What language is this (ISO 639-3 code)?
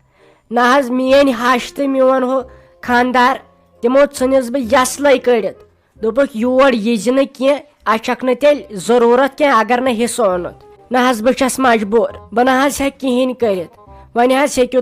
kas